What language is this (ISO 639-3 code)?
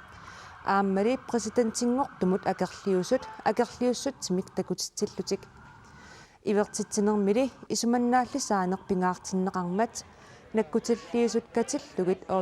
kal